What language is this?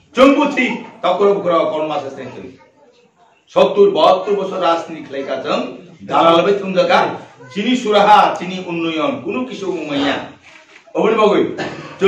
Riang (India)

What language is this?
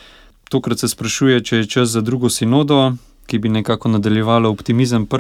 Slovenian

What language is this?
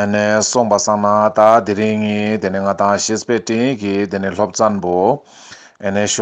Ladakhi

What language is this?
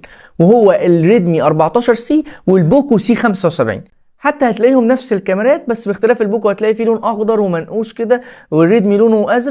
Egyptian Arabic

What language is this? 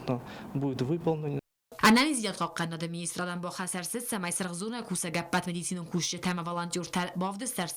Ossetic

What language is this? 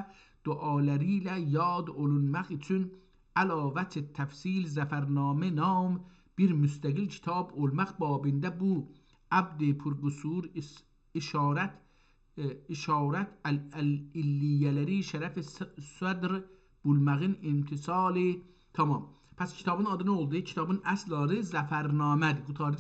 South Azerbaijani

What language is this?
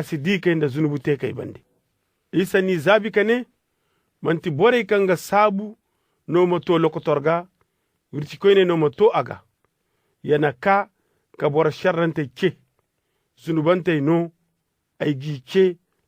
Koyraboro Senni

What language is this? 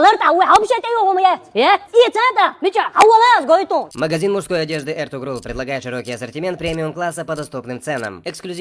Chechen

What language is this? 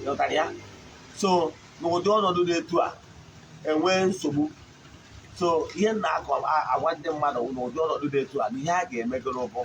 Igbo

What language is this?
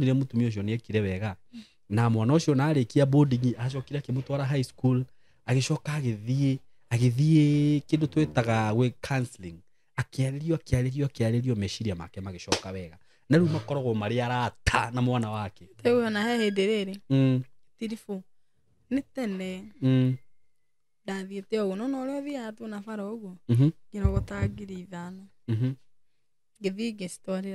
Kikuyu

